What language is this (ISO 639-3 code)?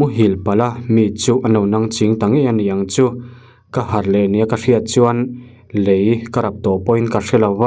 lus